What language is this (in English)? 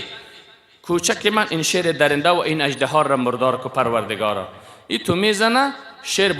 Persian